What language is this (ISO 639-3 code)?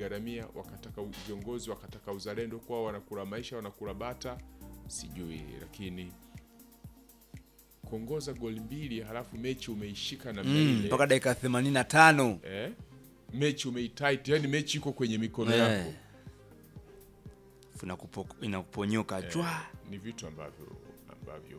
swa